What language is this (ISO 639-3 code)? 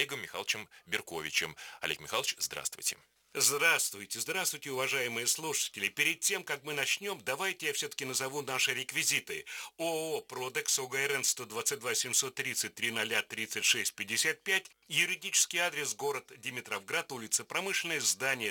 rus